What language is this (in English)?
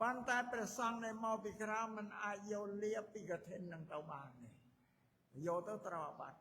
Khmer